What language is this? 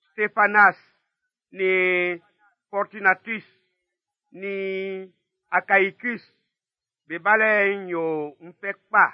Baoulé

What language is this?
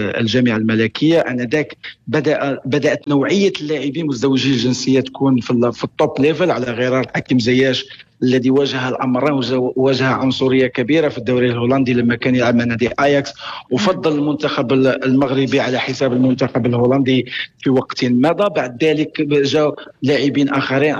North Levantine Arabic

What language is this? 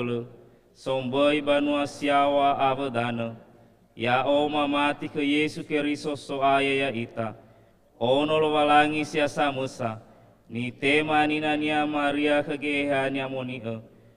Nias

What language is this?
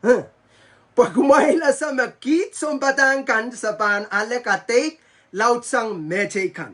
Pohnpeian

